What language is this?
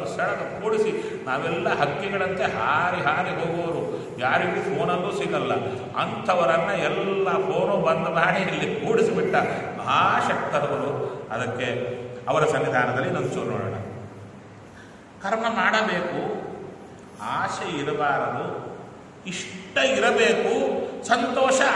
Kannada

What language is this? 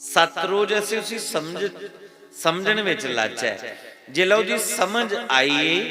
Dogri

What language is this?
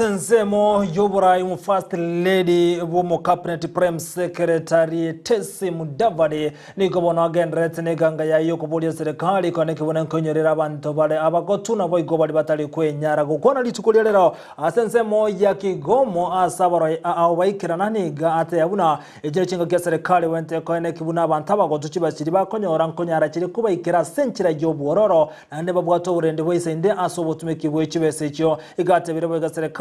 Gusii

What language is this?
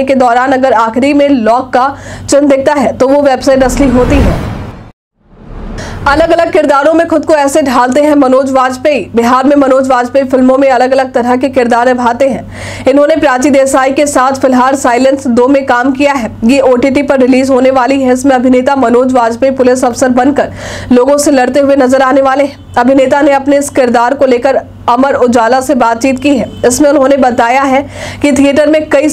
Hindi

